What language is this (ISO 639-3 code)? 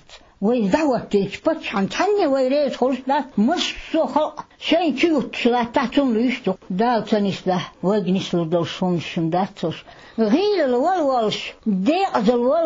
che